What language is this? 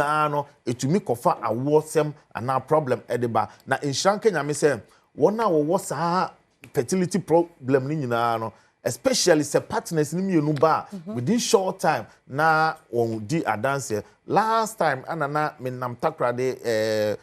Akan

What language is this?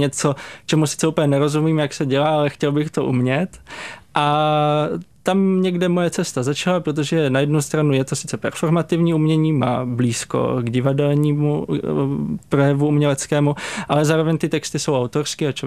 Czech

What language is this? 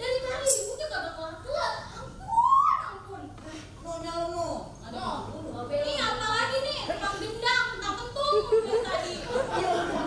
Betawi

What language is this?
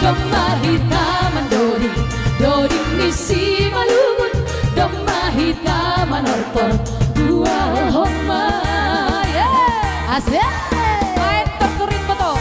Batak Simalungun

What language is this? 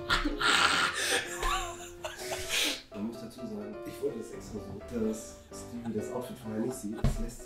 German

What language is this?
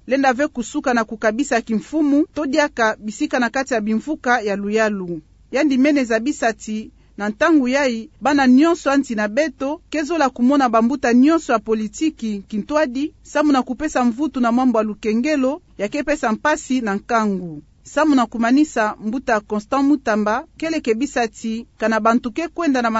Kituba (Democratic Republic of Congo)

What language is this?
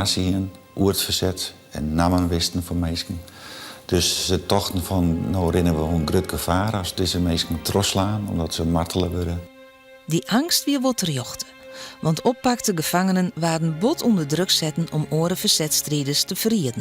Western Frisian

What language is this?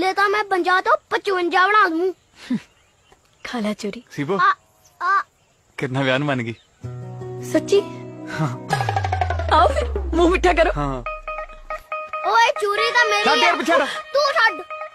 Punjabi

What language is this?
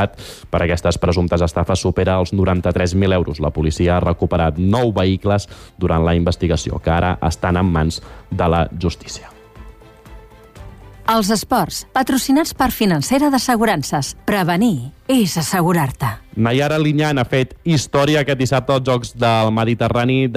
Catalan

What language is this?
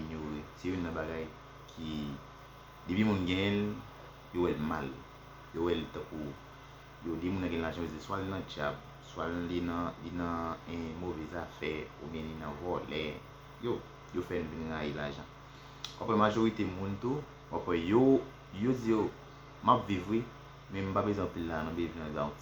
Haitian Creole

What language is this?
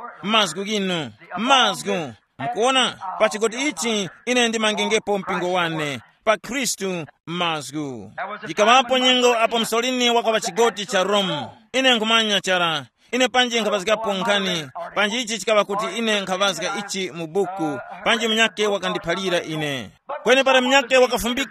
Tumbuka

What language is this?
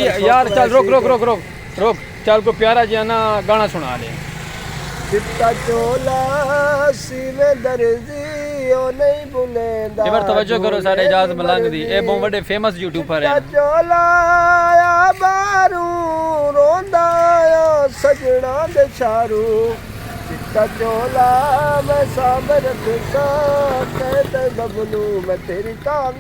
Saraiki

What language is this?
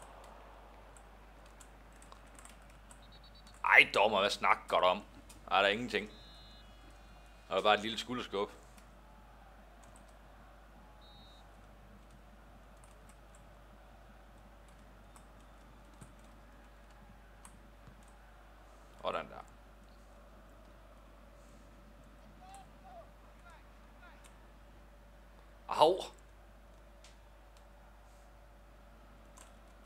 Danish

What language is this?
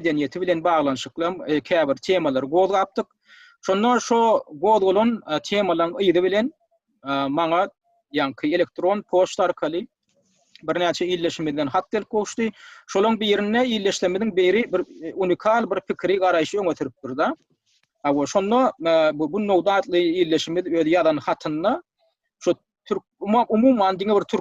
Turkmen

